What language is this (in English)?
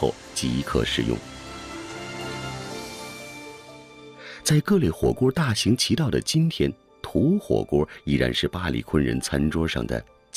Chinese